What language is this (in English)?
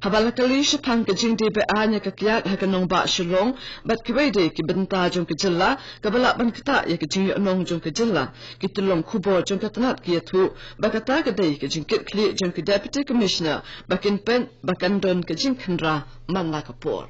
Khasi